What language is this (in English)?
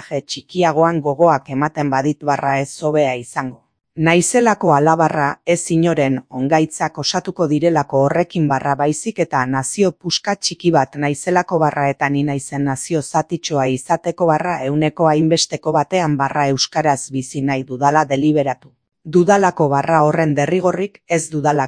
Basque